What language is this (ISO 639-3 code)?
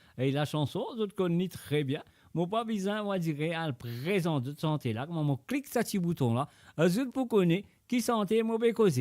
mfe